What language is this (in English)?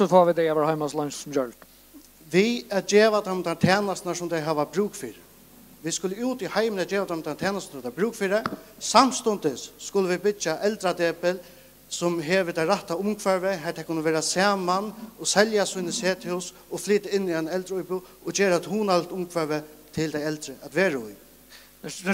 Faroese